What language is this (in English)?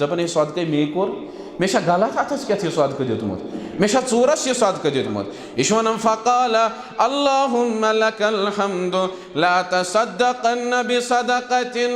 Kashmiri